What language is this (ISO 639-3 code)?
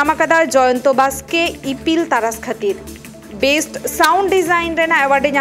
sat